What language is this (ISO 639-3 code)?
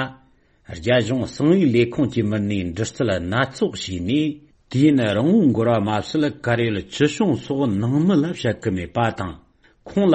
bod